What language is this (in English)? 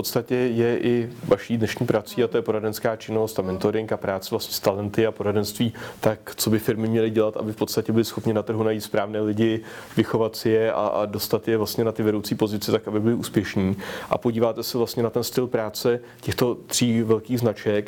Czech